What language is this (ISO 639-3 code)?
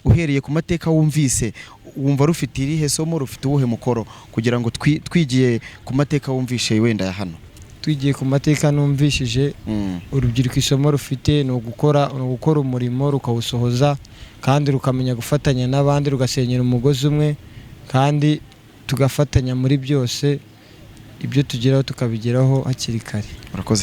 kin